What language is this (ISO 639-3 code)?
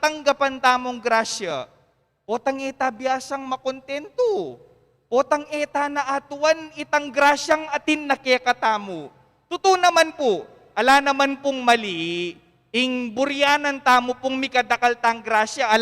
pam